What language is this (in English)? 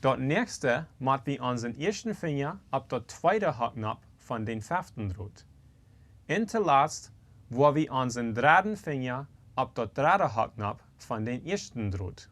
Plautdietsch